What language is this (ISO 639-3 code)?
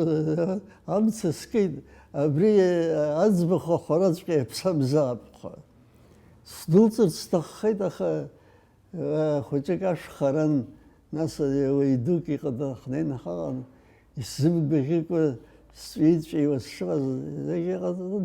abk